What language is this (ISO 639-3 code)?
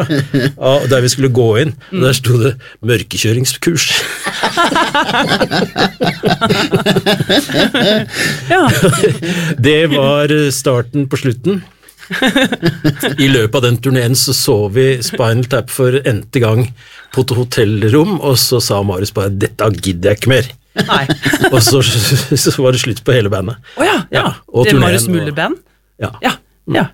nor